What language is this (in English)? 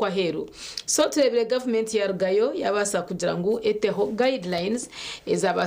Nyankole